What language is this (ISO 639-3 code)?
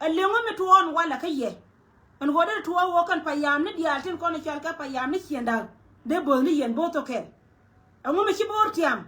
nus